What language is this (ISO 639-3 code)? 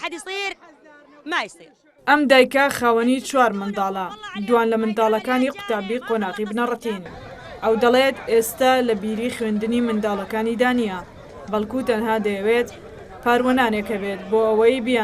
ckb